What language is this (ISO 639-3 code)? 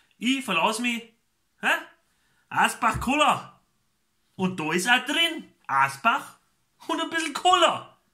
bar